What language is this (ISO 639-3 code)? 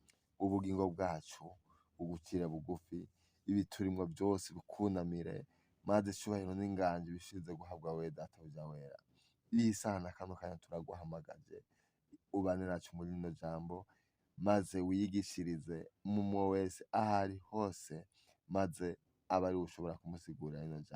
run